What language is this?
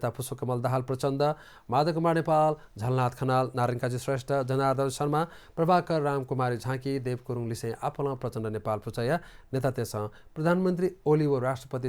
Newari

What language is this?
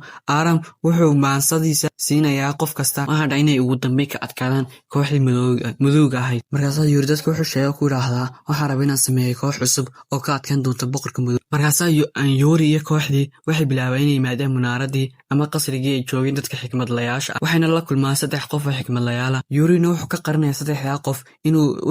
Somali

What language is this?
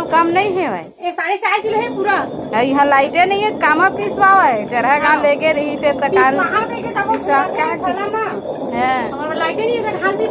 Chhattisgarhi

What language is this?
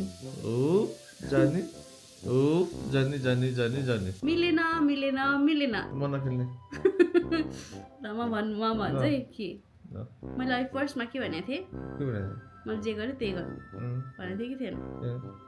Nepali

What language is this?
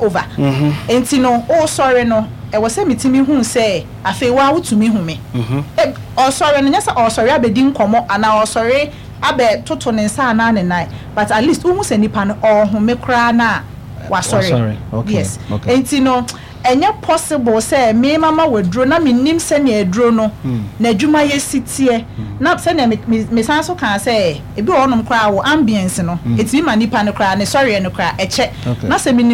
Akan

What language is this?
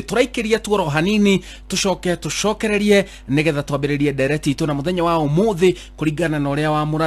Kikuyu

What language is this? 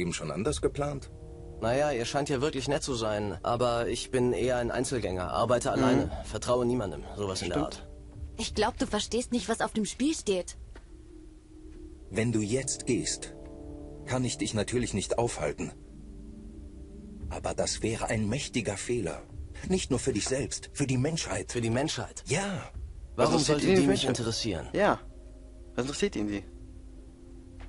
German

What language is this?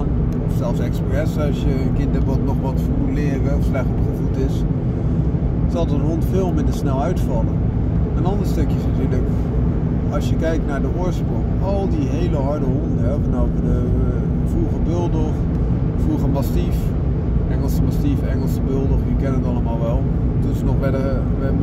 Dutch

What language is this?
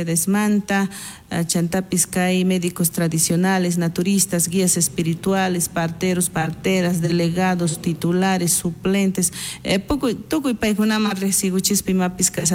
South Bolivian Quechua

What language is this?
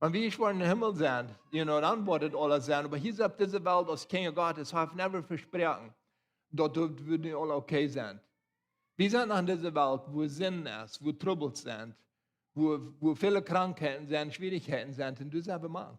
Plautdietsch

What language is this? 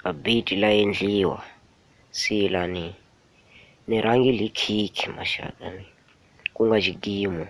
Tsonga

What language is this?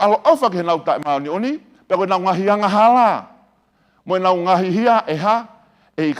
Tongan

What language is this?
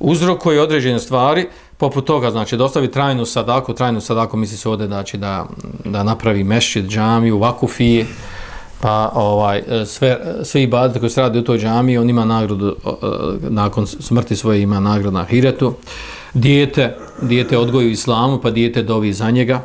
Bosnian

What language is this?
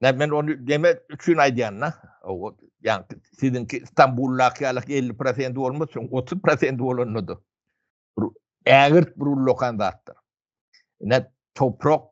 Turkmen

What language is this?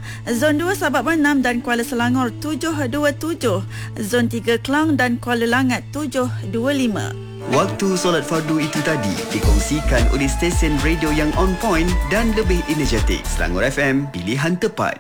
Malay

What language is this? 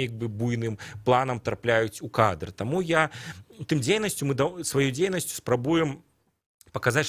Belarusian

